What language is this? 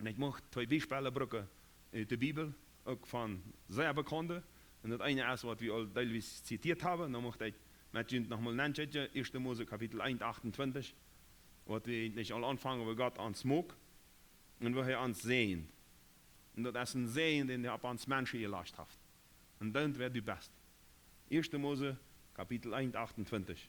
Plautdietsch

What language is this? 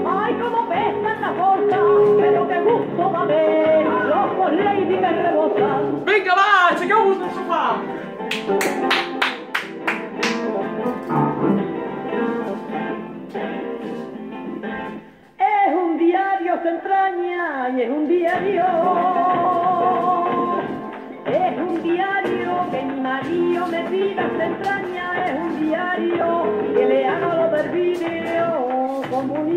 Catalan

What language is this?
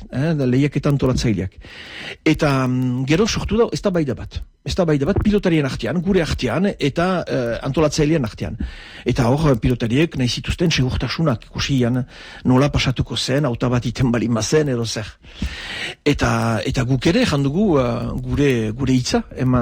Basque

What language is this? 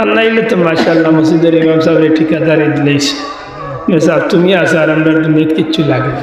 Sylheti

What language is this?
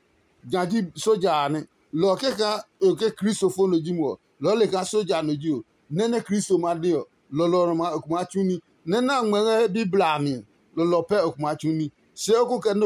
Adangme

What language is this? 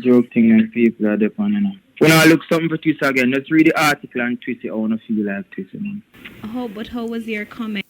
Jamaican Creole English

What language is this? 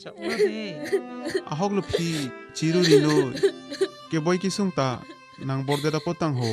Karbi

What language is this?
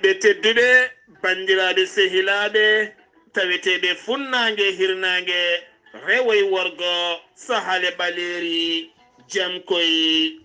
Fula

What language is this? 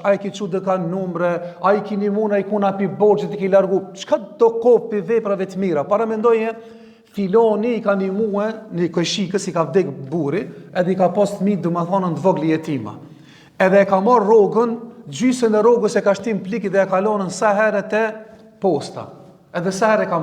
Albanian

